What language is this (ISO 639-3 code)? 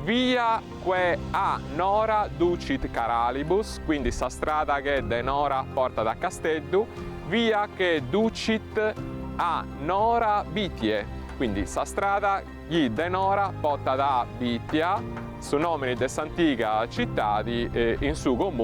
srd